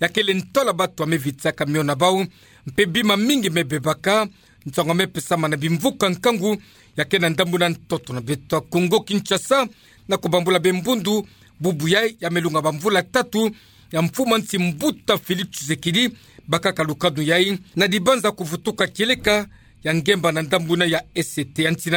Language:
Kituba (Democratic Republic of Congo)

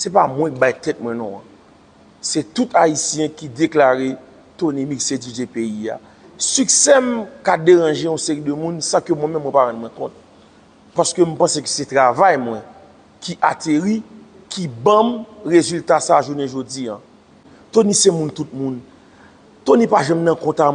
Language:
Haitian Creole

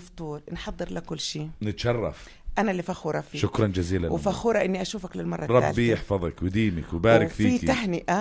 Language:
North Levantine Arabic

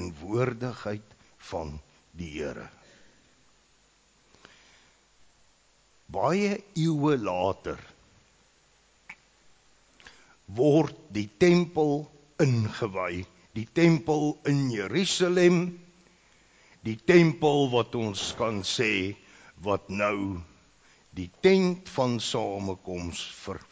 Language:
Afrikaans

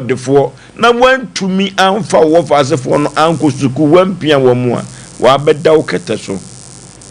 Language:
Akan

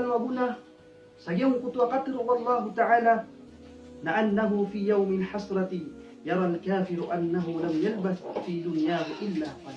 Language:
Maranao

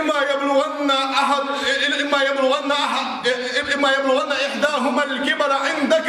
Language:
Ingush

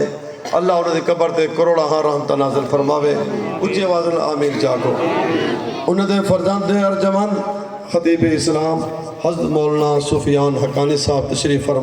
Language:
Saraiki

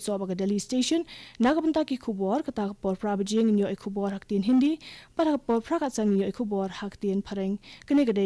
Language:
Khasi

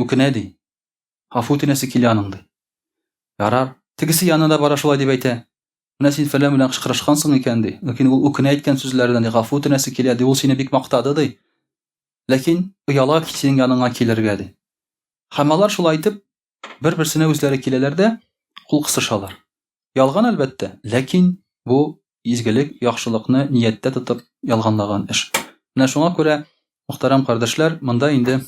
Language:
Tatar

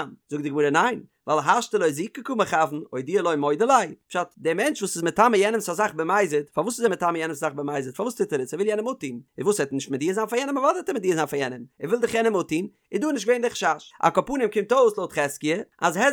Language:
Yiddish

